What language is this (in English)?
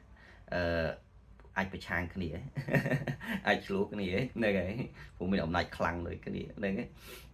Khmer